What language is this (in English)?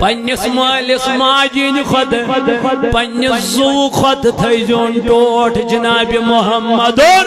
Kashmiri